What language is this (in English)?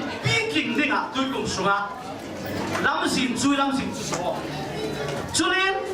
Falam Chin